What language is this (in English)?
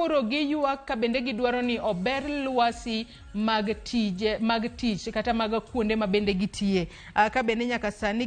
Luo (Kenya and Tanzania)